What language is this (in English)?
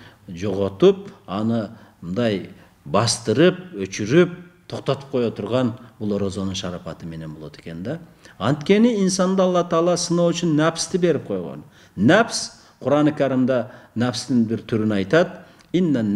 Kyrgyz